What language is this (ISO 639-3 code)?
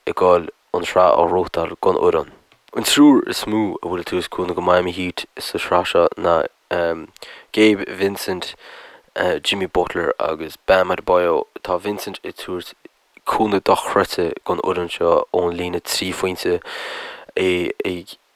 gle